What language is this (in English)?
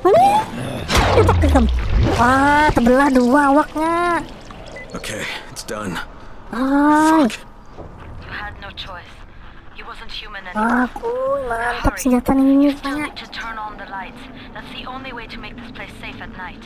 Banjar